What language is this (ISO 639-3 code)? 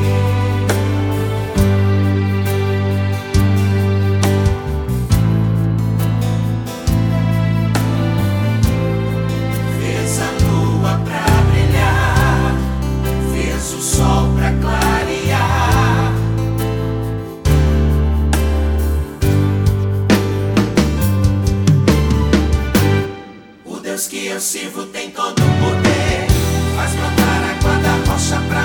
por